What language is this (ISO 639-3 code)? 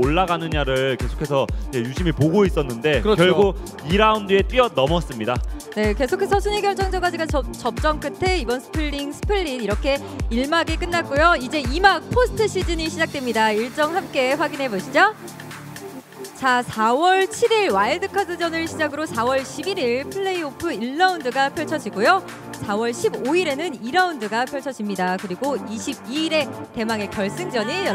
kor